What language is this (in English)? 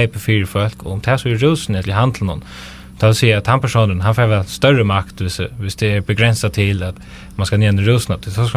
Faroese